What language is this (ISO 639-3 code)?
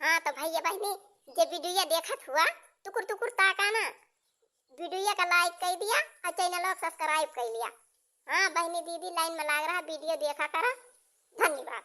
awa